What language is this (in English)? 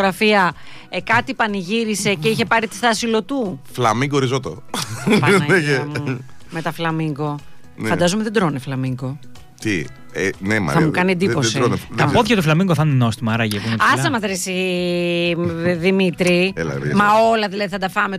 Greek